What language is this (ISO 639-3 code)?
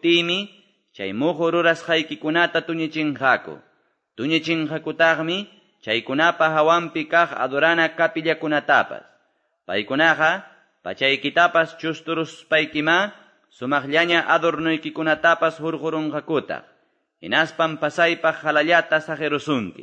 que